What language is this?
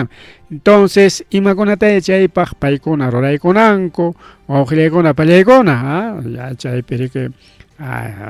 Ayacucho Quechua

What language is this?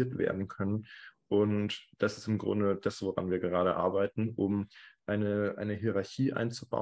German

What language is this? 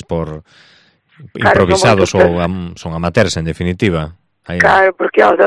Galician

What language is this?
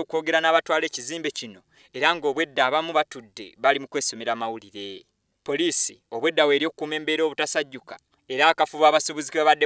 Ganda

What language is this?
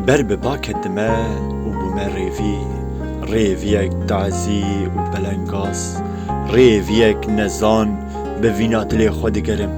Kurdish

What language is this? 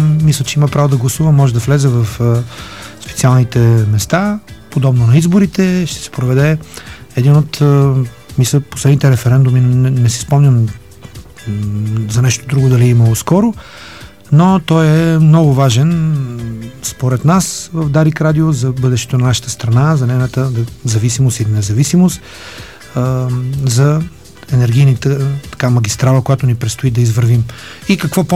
Bulgarian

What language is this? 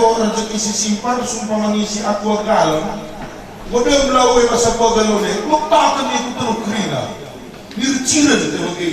Batak Karo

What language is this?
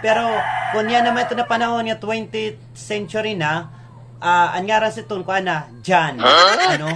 Waray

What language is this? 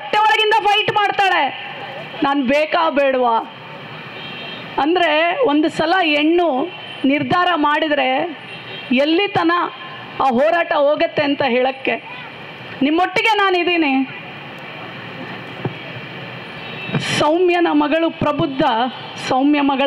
Kannada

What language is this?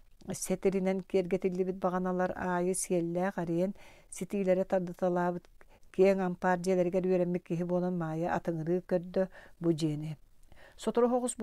Yakut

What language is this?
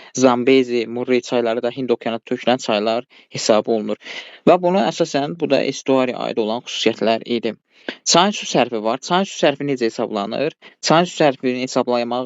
Azerbaijani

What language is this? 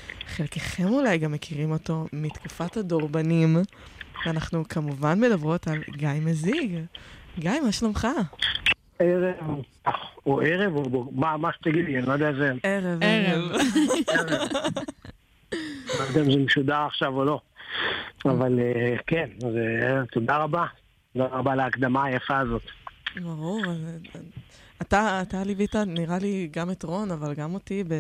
Hebrew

